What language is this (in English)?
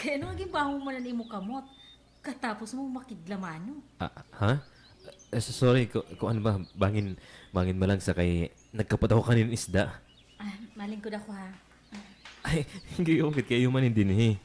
Waray